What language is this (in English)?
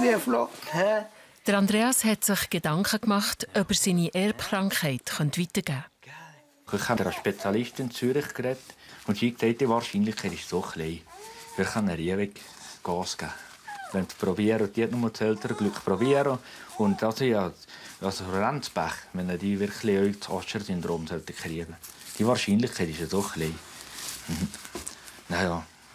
Swiss German